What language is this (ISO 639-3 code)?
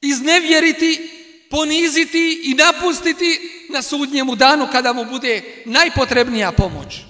bos